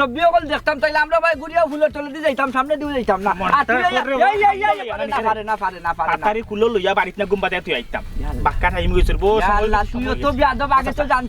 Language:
Sylheti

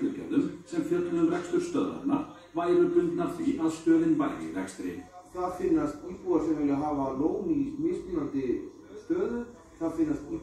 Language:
Icelandic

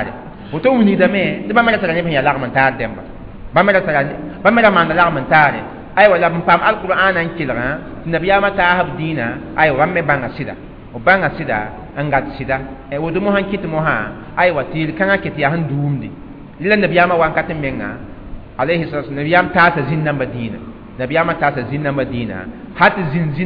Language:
Mossi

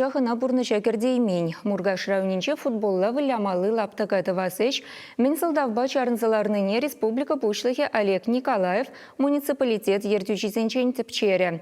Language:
Chuvash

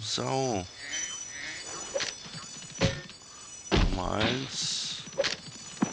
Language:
German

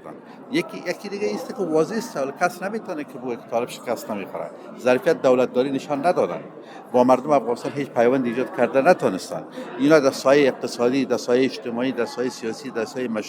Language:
Persian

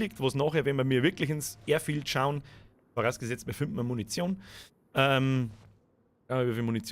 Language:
Bavarian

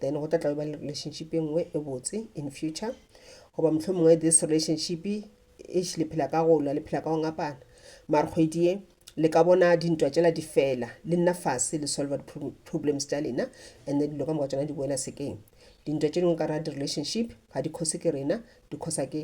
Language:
Northern Sotho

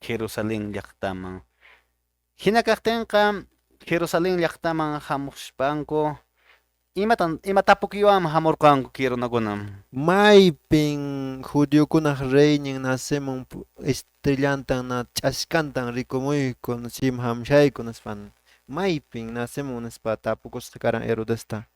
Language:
Quechua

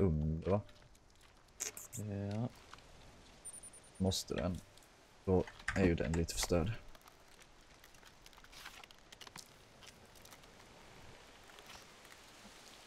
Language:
Swedish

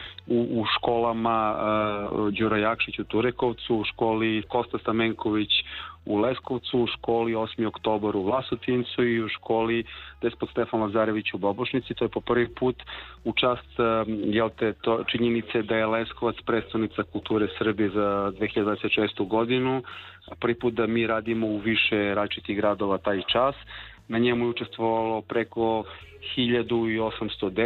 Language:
Serbian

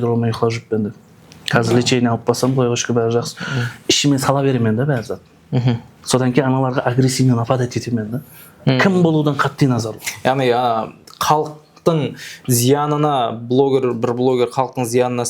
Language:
Kara-Kalpak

